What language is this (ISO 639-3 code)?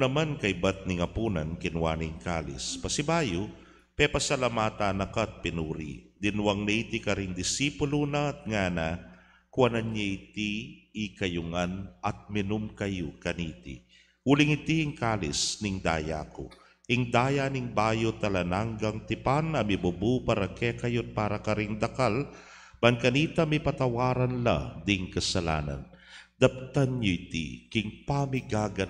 pam